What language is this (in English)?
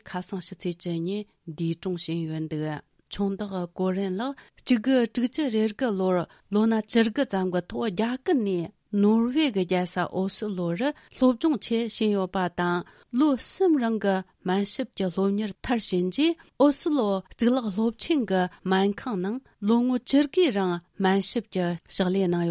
Tibetan